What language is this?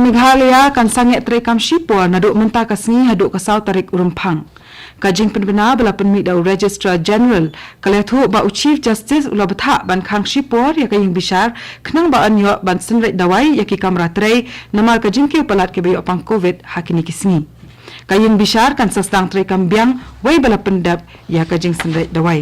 Khasi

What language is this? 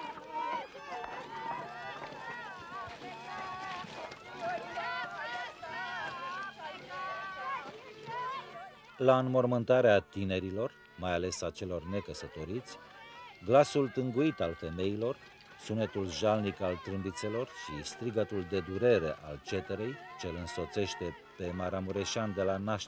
Romanian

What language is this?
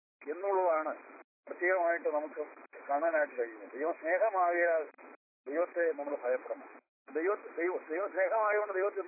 Malayalam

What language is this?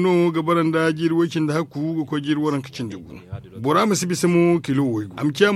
Zarma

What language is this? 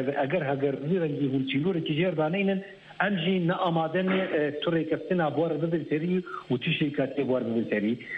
Kurdish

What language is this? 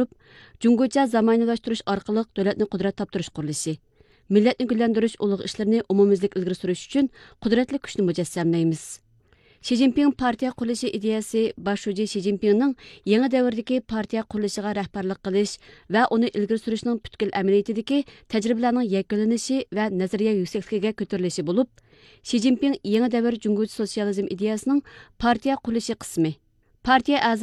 Uyghur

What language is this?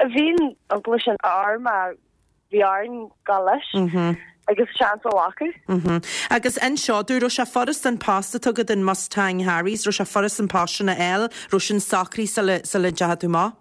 Irish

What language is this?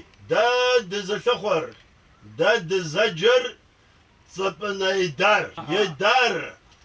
Kabardian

